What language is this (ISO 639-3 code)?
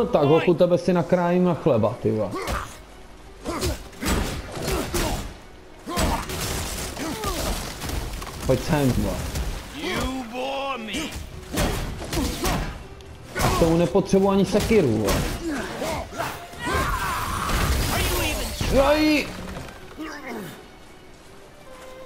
ces